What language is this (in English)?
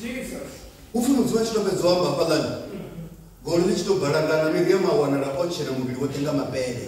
Venda